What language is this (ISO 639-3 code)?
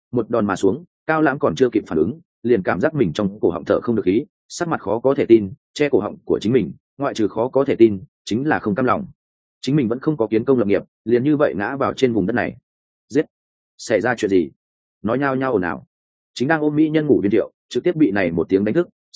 vie